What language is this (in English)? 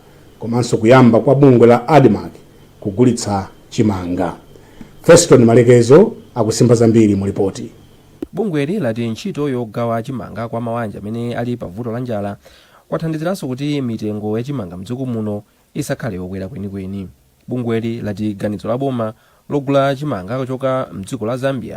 Nyanja